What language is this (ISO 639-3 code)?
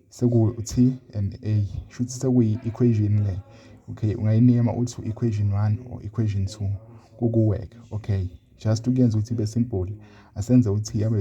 zul